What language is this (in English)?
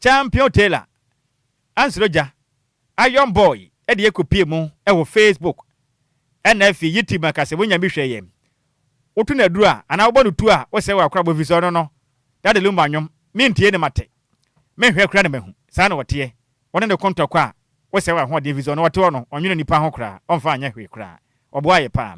Akan